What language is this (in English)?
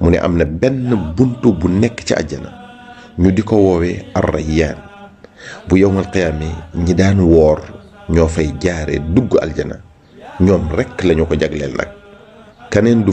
Wolof